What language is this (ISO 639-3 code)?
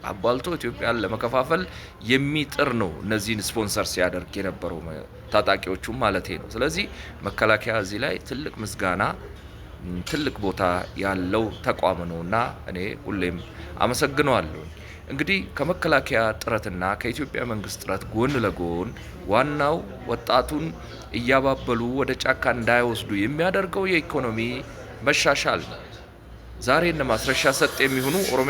amh